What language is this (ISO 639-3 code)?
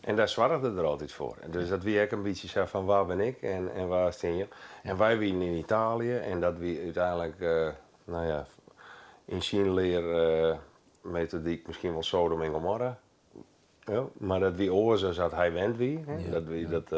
fry